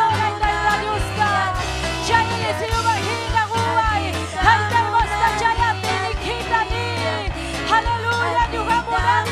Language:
Ayacucho Quechua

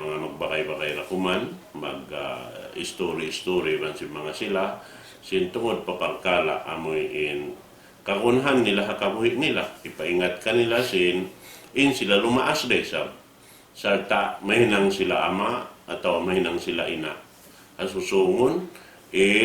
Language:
Tausug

